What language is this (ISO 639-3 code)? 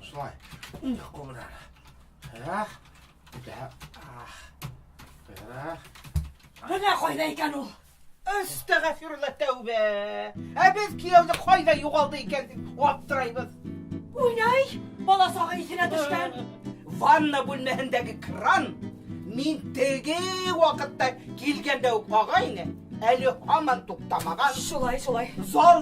bak